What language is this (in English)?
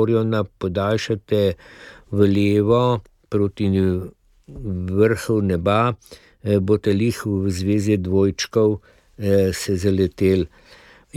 Slovenian